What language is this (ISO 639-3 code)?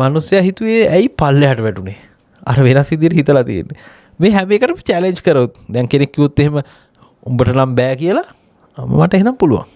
sin